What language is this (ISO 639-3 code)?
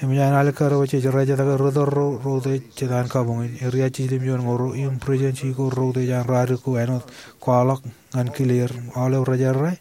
mah